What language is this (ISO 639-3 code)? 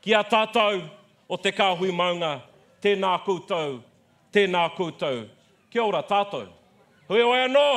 mri